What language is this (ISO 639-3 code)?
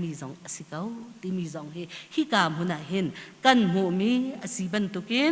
cnh